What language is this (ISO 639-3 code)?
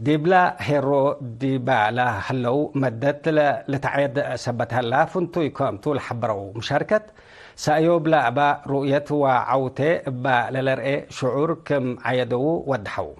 tig